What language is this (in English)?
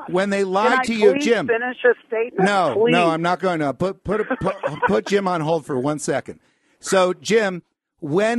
English